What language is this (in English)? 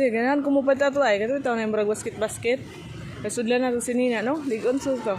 Cebuano